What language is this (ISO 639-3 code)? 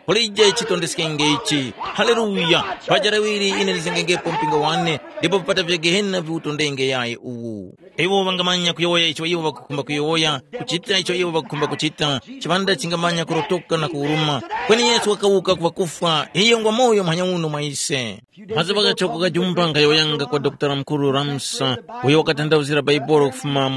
tum